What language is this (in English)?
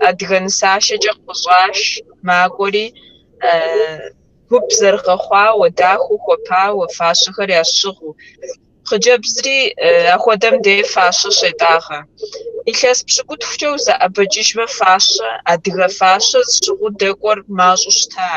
Kabardian